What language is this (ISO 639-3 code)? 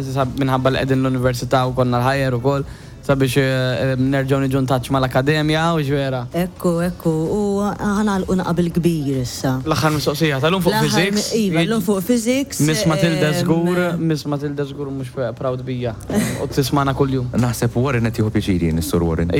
mlt